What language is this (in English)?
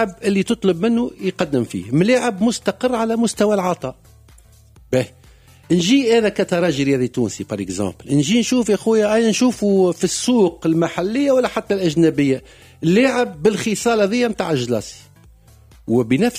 Tunisian Arabic